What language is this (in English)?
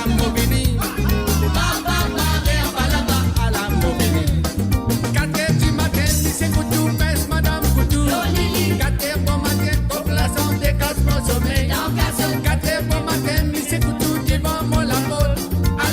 Morisyen